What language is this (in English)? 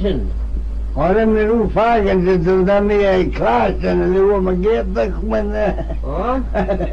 Manx